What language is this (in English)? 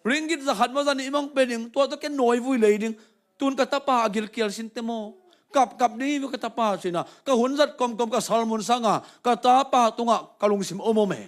Tedim Chin